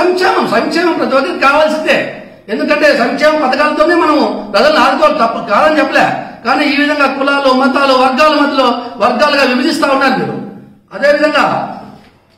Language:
Telugu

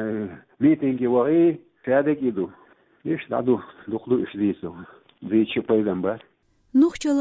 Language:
Chechen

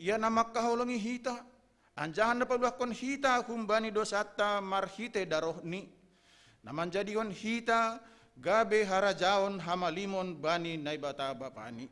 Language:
Batak Simalungun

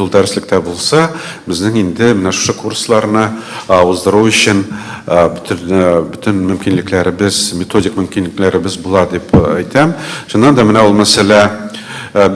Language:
Tatar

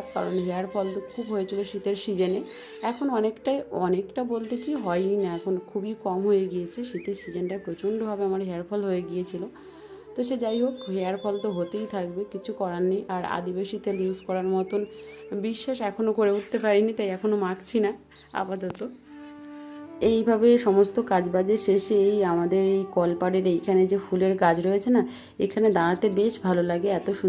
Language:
Bangla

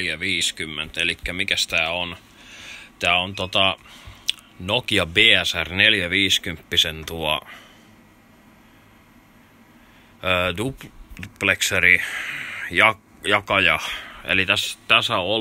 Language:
Finnish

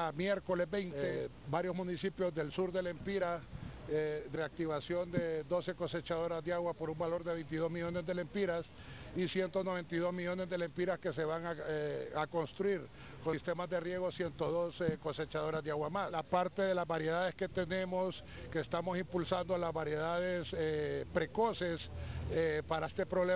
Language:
Spanish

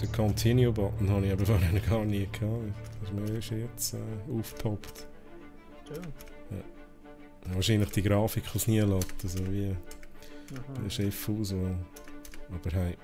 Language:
Swiss German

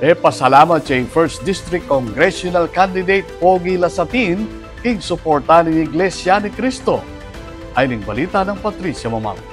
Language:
Pampanga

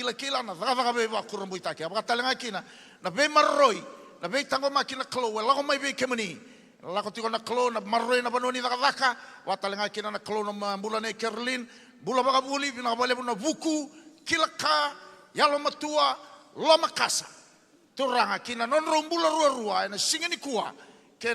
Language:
Fijian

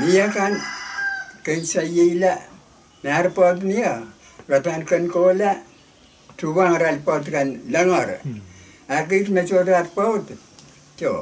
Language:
Pohnpeian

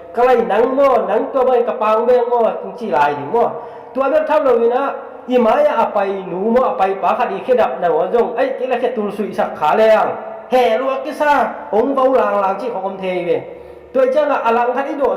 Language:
Tedim Chin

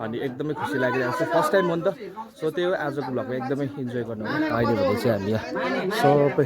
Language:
Nepali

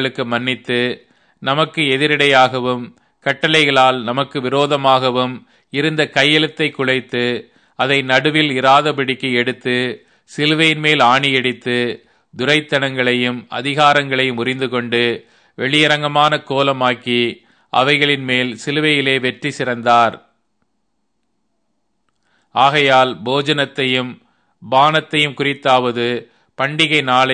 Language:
Tamil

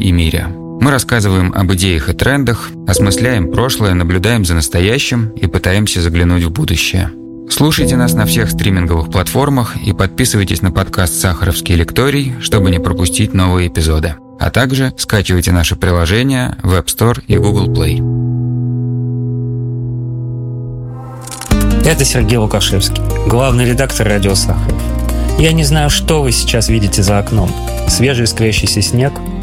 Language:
Russian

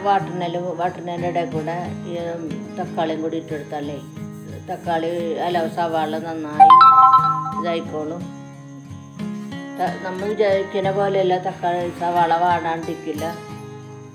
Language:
Malayalam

